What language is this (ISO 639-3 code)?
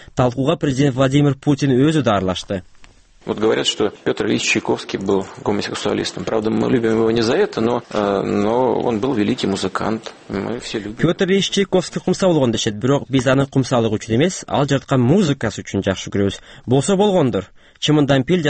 kir